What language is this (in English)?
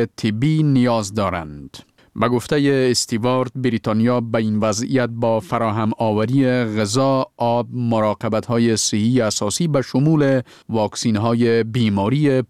Persian